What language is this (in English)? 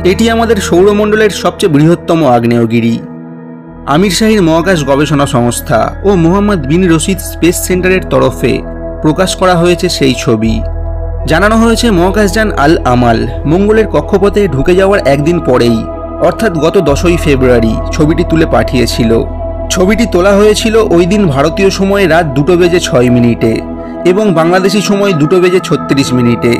Bangla